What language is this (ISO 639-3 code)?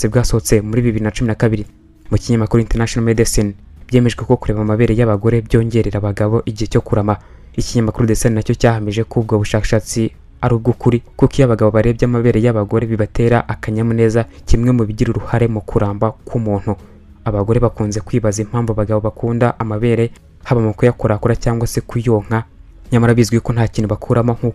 kin